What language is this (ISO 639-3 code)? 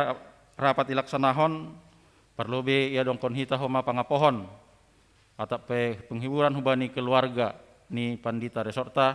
bts